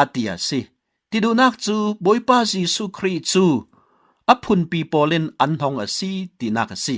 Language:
Falam Chin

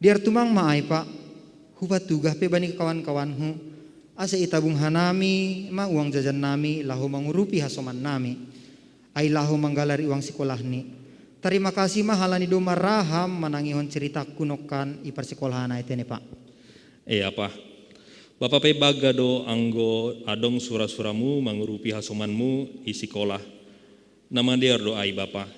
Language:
Batak Simalungun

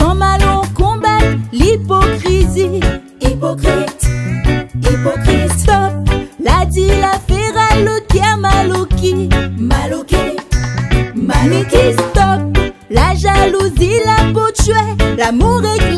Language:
Réunion Creole French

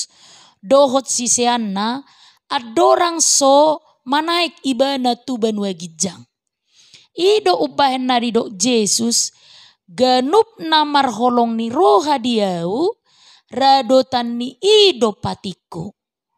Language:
Batak Toba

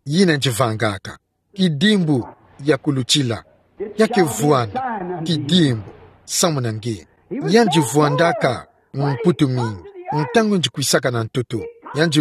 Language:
Kituba (Democratic Republic of Congo)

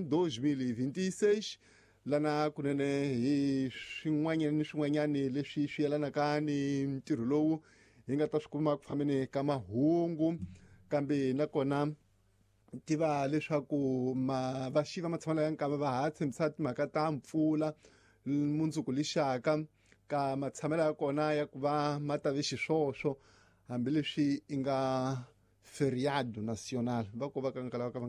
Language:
Tsonga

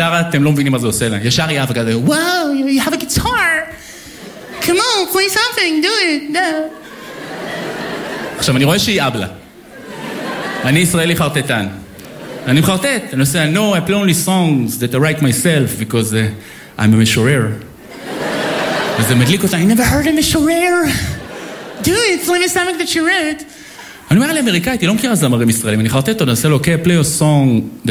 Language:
Hebrew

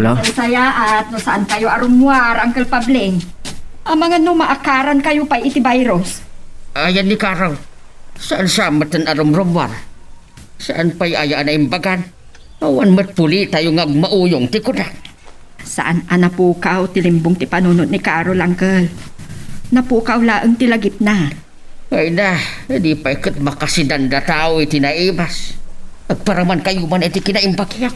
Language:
Iloko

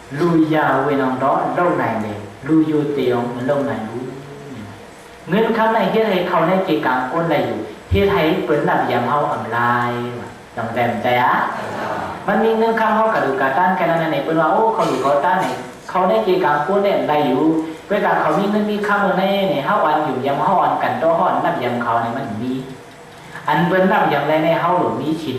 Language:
Shan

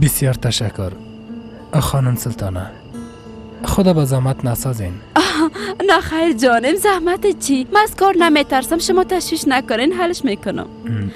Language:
Persian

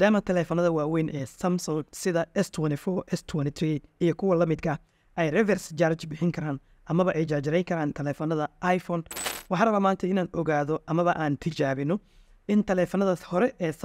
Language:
Somali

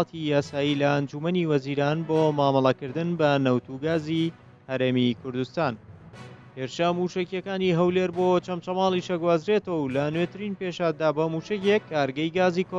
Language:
Central Kurdish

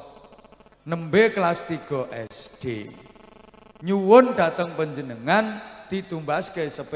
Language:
Javanese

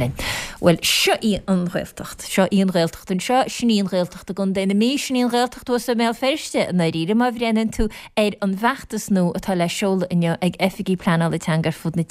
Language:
Irish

